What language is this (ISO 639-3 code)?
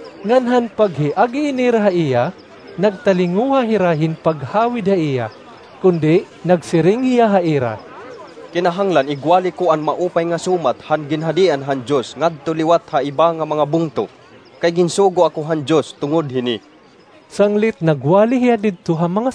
war